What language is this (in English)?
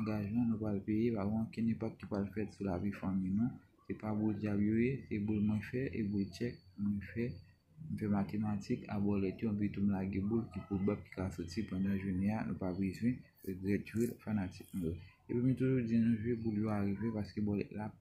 Haitian Creole